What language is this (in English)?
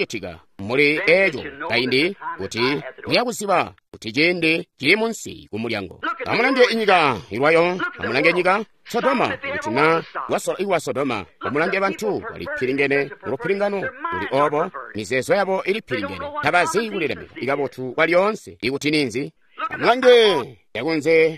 Tonga (Zambia)